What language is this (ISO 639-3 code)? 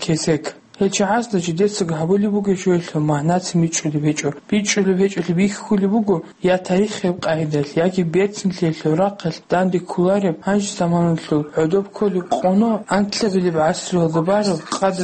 ava